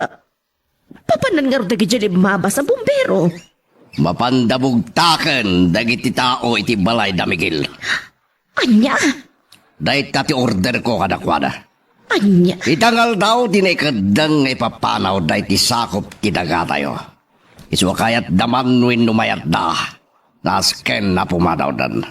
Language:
Iloko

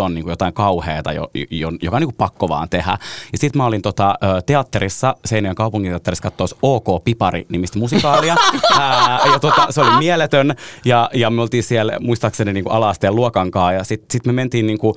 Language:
Finnish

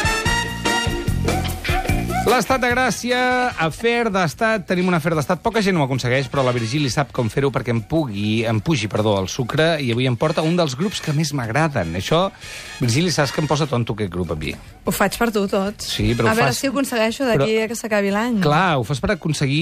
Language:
Catalan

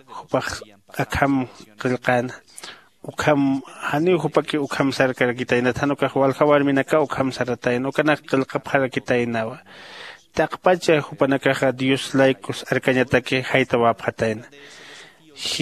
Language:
Aymara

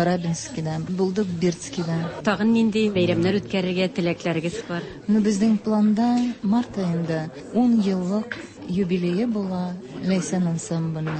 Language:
Tatar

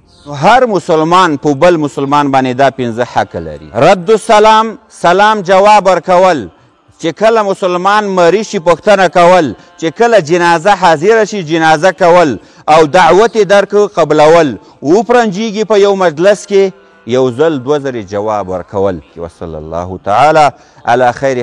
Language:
Pashto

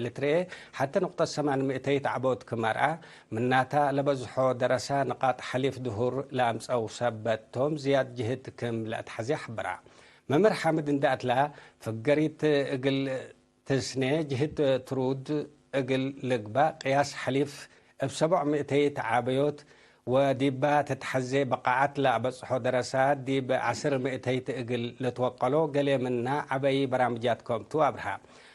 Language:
Tigre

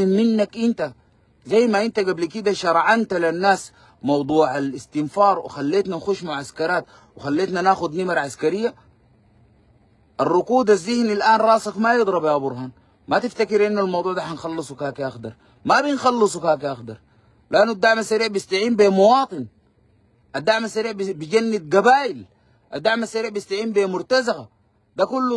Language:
Sudanese Arabic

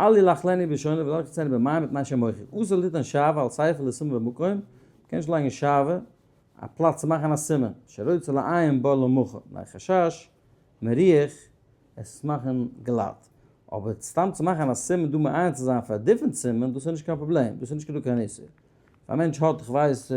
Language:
Yiddish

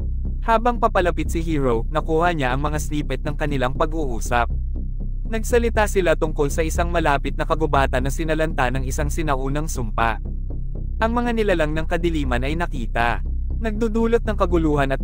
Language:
Filipino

